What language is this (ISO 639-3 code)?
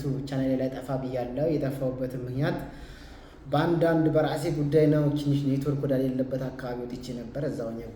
amh